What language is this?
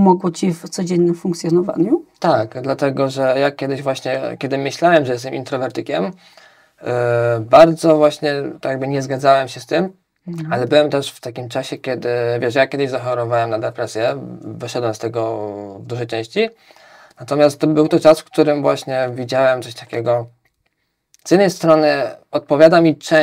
Polish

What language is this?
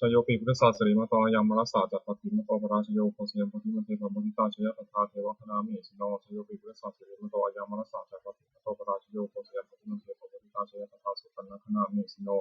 Pali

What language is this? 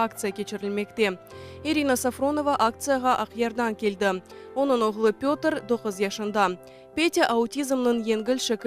Crimean Tatar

